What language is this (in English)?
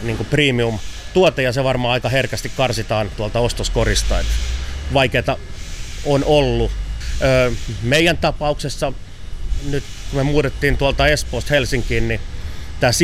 Finnish